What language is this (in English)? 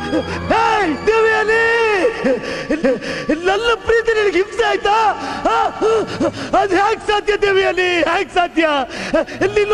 Kannada